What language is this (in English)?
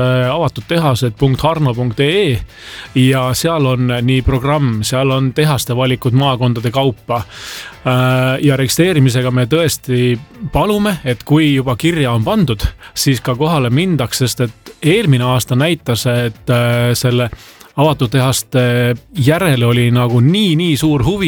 Estonian